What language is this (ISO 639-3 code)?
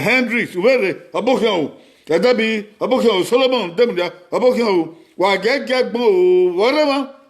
bin